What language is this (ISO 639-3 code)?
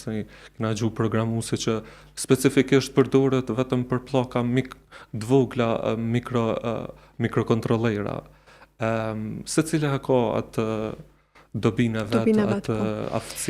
sqi